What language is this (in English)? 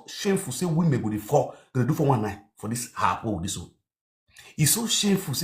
Nigerian Pidgin